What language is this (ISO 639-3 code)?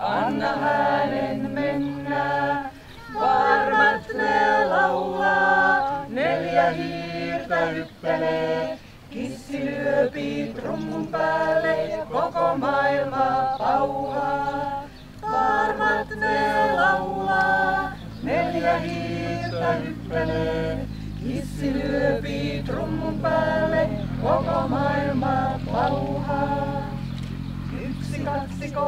fin